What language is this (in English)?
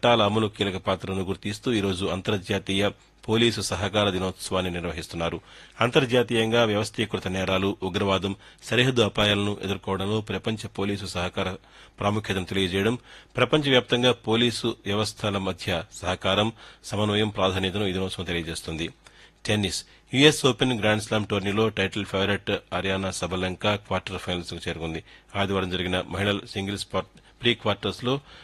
Telugu